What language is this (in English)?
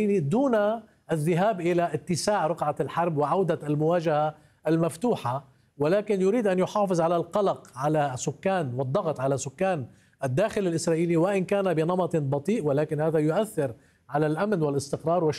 Arabic